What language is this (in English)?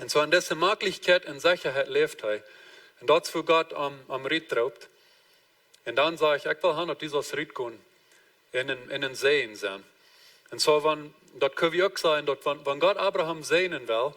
Plautdietsch